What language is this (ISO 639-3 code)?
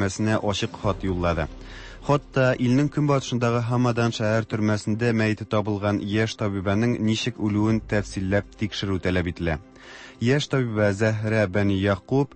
tat